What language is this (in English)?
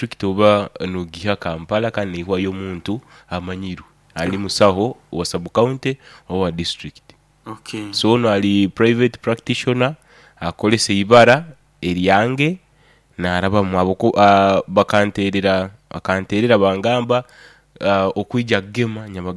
Nyoro